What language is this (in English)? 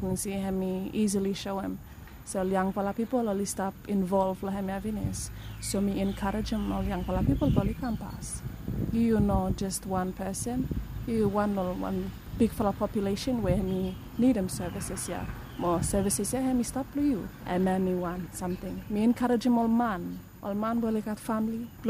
Bislama